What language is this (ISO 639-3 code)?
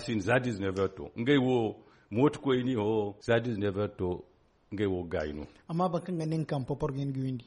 dje